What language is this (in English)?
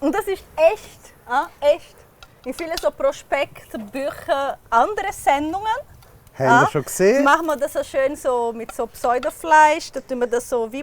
Swiss German